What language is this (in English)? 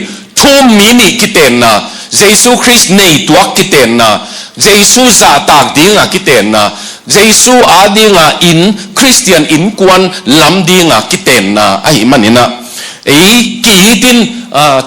Tedim Chin